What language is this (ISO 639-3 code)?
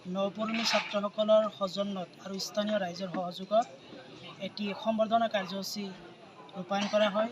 asm